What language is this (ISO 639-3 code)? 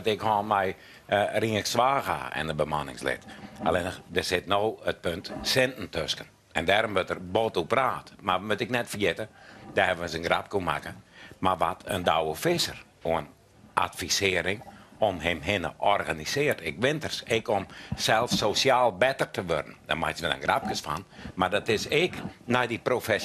fry